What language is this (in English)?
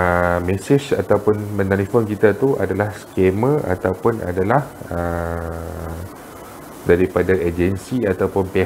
Malay